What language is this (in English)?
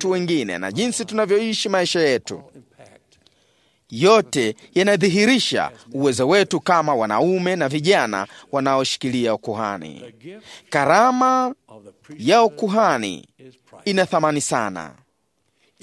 Swahili